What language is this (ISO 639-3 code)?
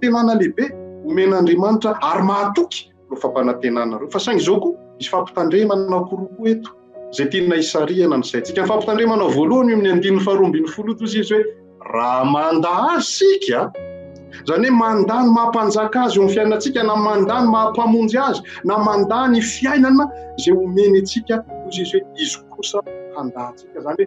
mlg